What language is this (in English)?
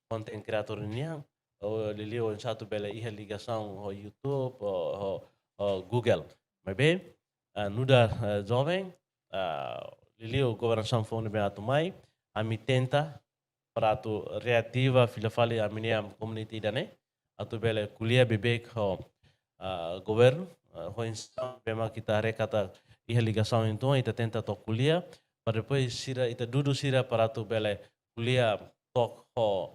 Tetum